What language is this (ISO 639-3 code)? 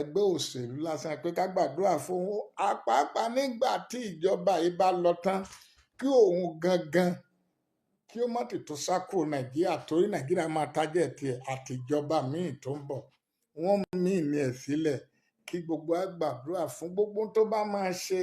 yor